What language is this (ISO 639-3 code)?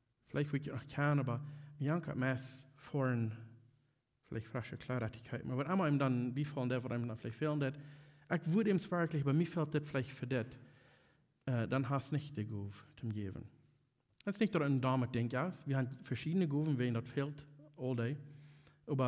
pdt